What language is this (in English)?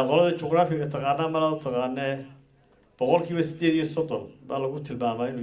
Somali